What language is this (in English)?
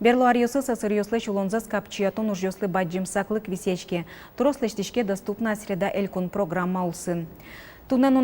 Udmurt